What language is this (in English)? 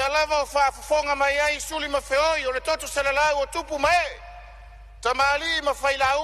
Samoan